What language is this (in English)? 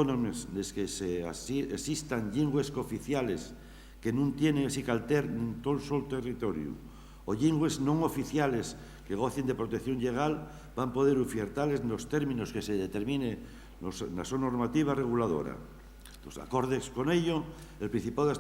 Asturian